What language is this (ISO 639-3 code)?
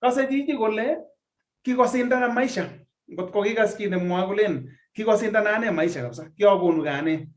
kln